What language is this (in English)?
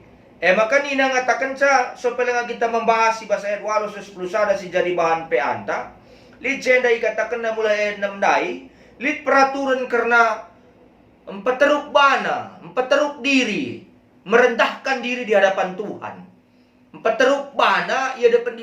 Batak Karo